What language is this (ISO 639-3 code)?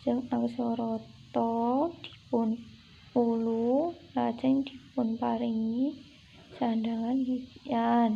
jav